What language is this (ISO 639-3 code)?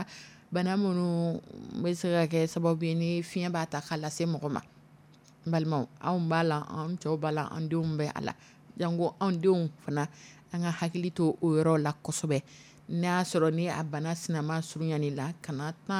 dyu